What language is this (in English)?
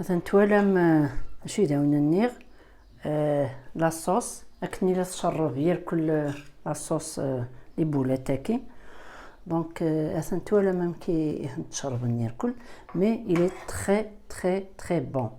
Kabyle